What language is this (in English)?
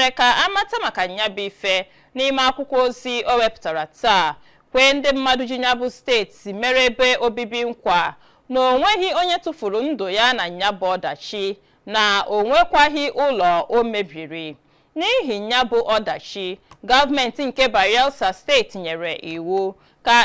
Igbo